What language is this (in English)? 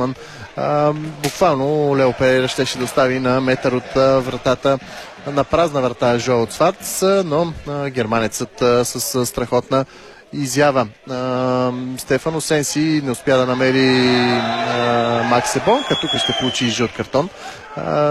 Bulgarian